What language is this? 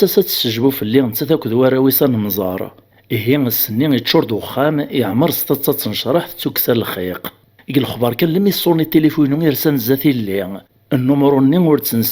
Kabyle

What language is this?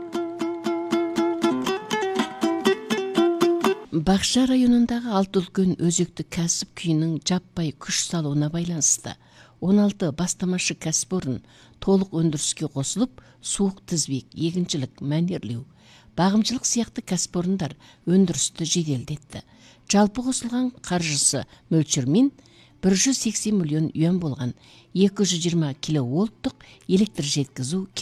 Kazakh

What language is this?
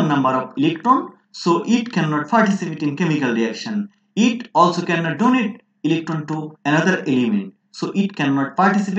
English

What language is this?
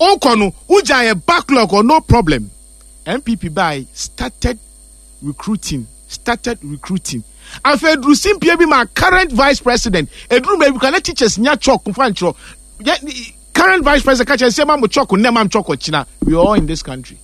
Akan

